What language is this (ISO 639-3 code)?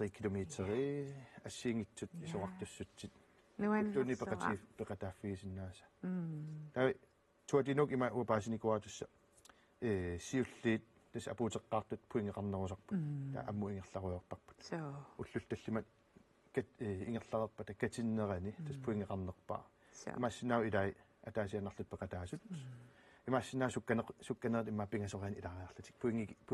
kal